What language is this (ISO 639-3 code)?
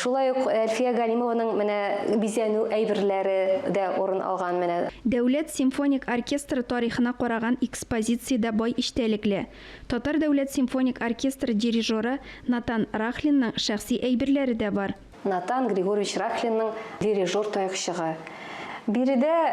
tat